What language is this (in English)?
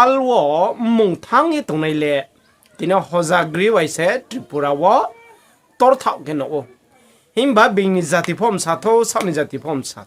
Riang (India)